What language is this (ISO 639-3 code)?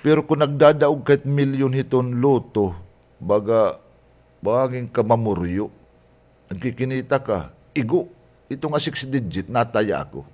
war